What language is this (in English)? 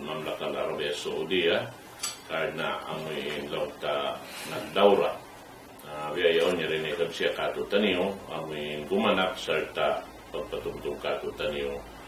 Tausug